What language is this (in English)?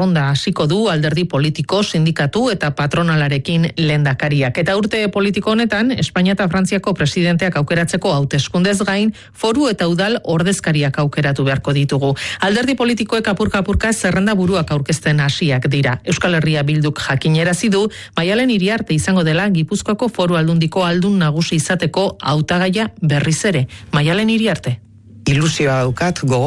Basque